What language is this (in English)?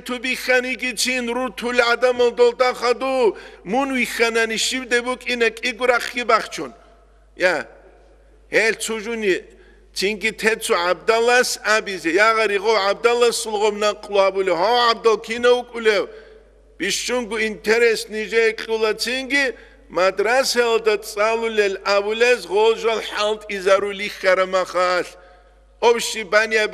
Avaric